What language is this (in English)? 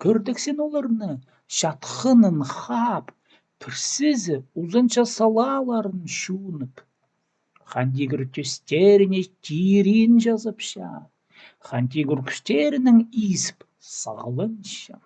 Khakas